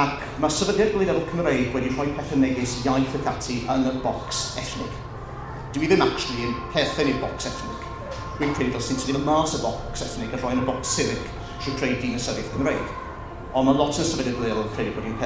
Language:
Welsh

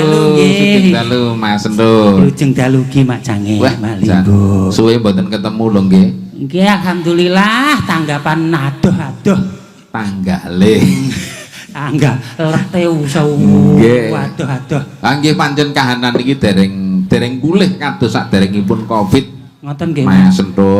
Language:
Javanese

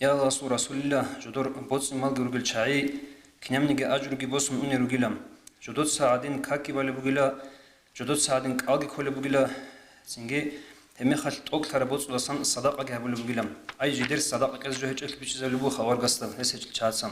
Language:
Avaric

